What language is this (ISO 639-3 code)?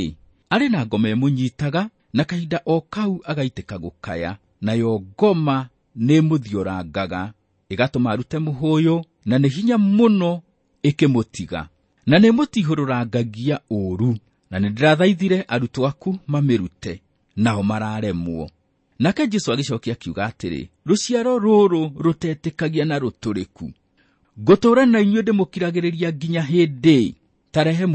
kik